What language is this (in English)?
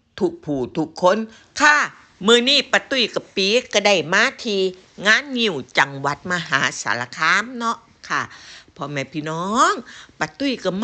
Northeastern Thai